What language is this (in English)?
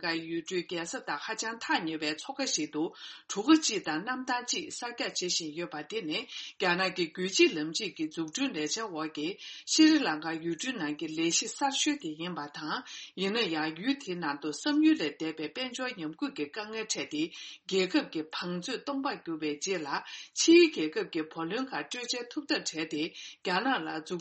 Tibetan